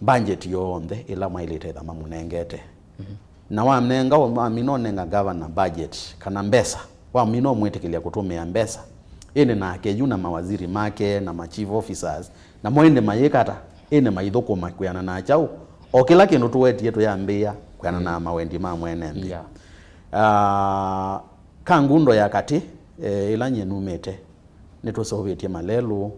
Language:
Kamba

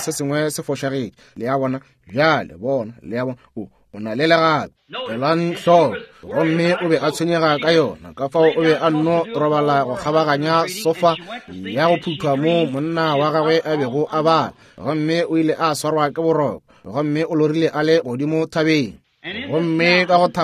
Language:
Northern Sotho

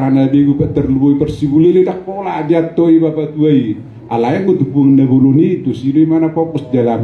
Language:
Batak Toba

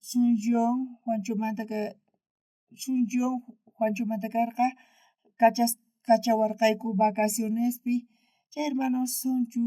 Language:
South Bolivian Quechua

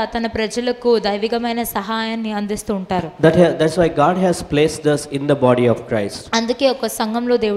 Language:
Telugu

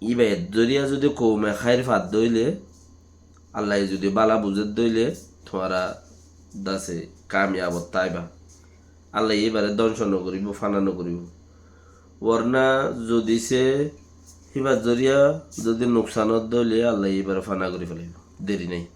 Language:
Rohingya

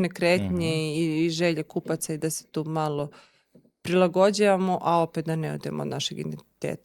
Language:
Macedonian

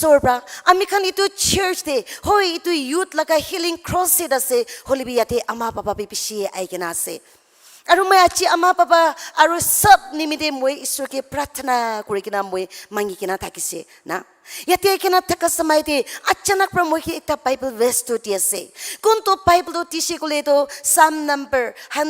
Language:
Naga Pidgin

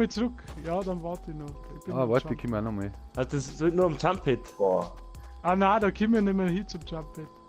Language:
Bavarian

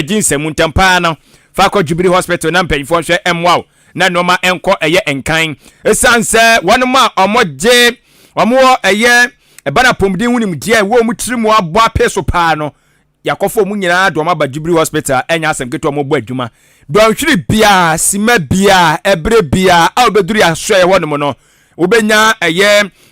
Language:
Akan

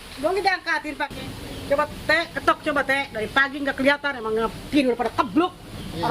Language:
Betawi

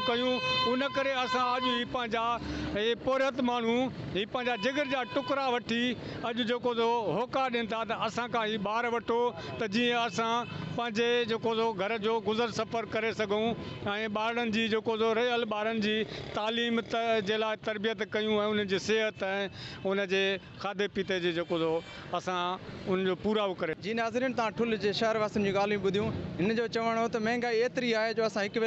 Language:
Sindhi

